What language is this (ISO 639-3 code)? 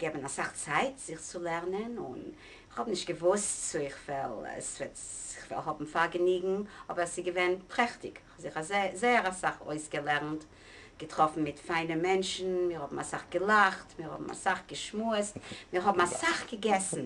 yid